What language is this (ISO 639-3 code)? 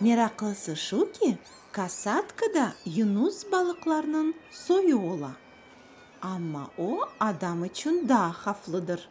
crh